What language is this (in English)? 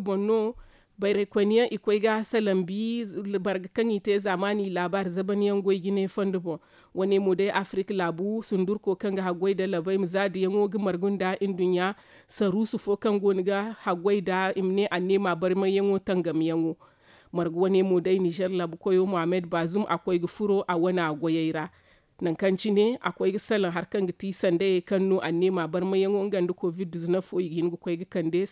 Zarma